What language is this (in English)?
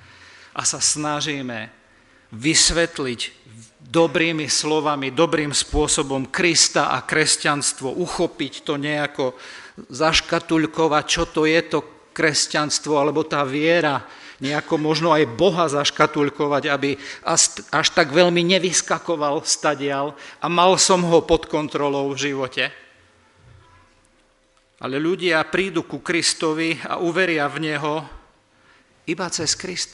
Slovak